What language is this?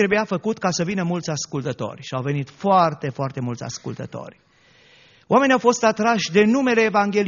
Romanian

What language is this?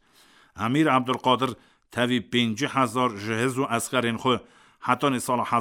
Kurdish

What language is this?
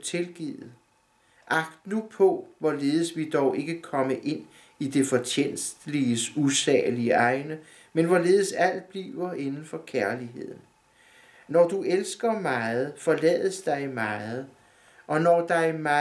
Danish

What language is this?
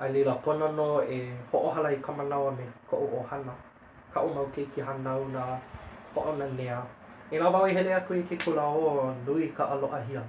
Hawaiian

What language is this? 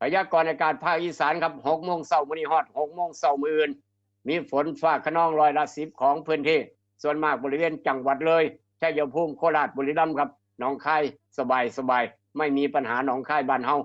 Northeastern Thai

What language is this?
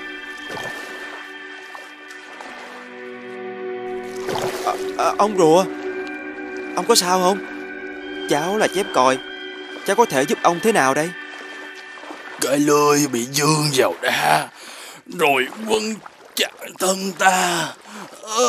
Vietnamese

